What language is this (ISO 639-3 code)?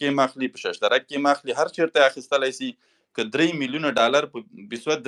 pus